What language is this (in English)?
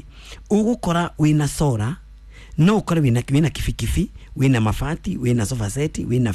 Kikuyu